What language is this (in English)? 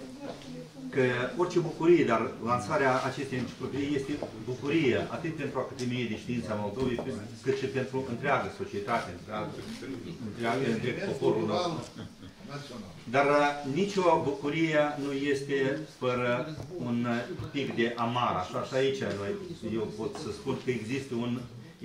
Romanian